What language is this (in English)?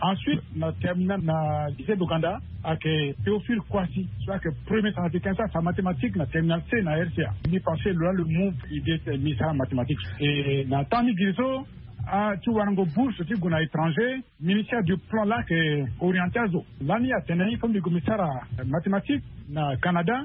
Sango